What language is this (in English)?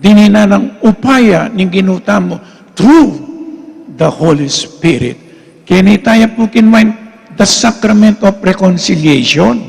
Pampanga